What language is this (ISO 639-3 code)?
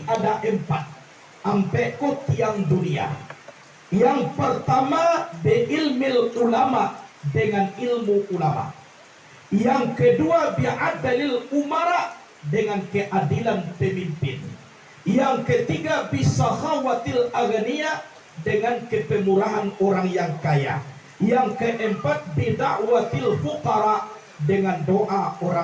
min